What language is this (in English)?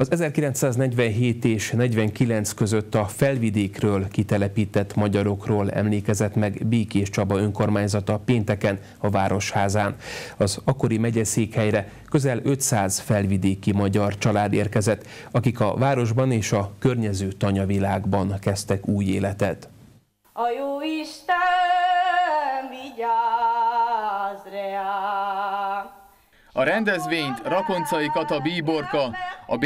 Hungarian